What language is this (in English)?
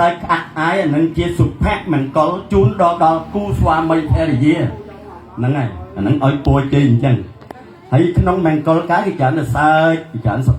Khmer